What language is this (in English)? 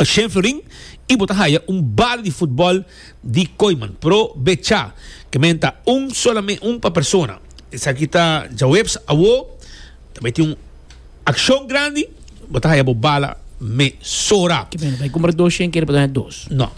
Papiamento